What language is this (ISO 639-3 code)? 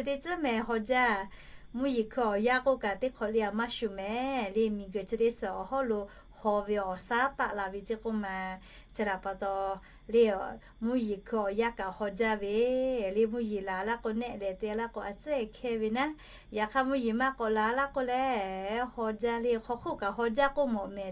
lhu